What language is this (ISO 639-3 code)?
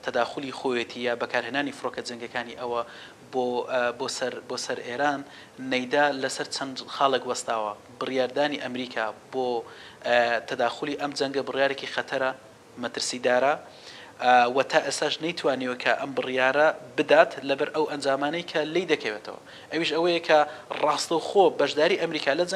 ckb